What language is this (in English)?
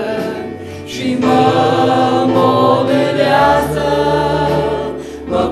Romanian